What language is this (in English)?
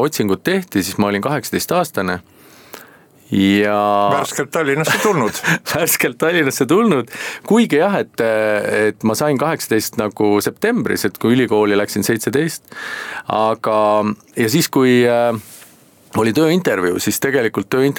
Estonian